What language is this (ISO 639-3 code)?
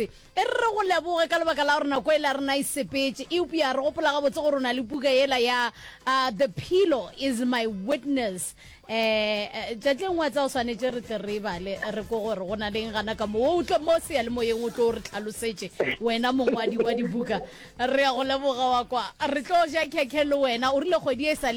nso